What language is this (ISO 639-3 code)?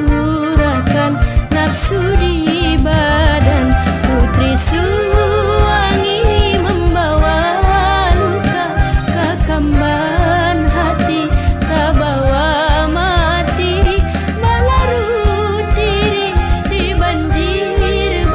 bjn